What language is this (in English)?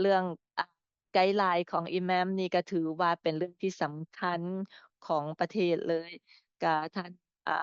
Lao